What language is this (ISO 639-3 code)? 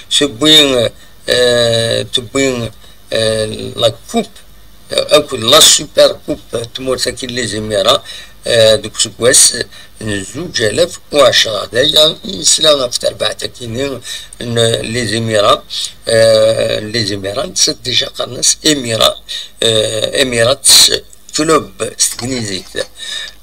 kab